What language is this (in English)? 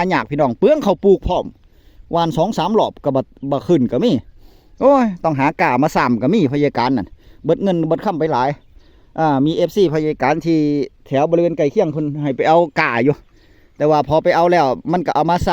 Northeastern Thai